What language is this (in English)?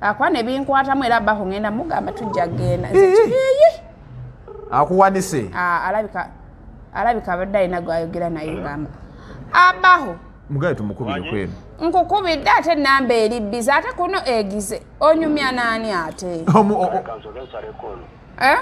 Ganda